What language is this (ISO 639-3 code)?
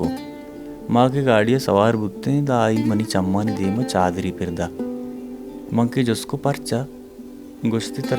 bal